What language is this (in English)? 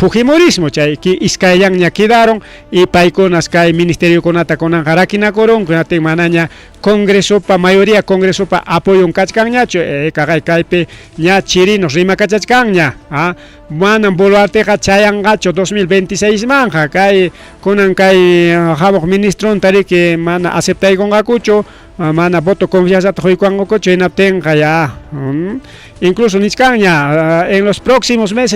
Ayacucho Quechua